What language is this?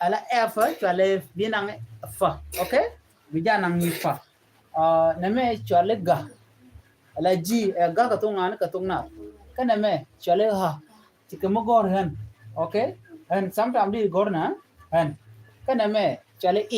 Nuer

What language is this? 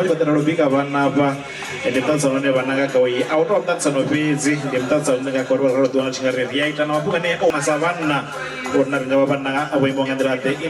Venda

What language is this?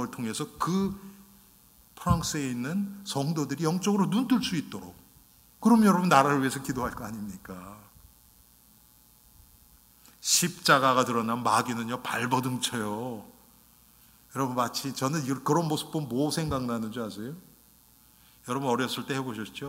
Korean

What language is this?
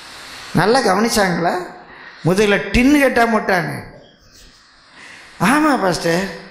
Tamil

